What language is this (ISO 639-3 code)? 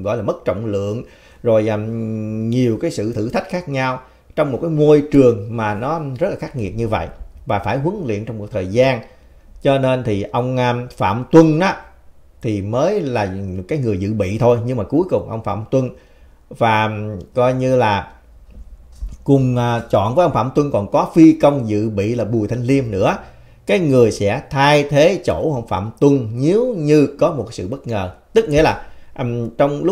vie